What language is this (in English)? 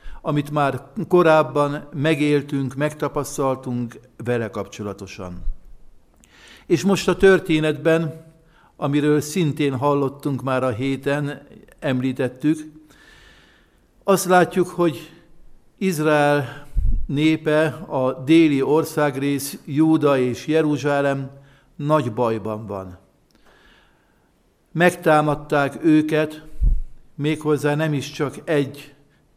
Hungarian